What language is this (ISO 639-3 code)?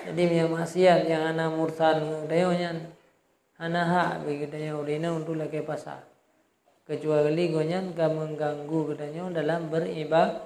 ace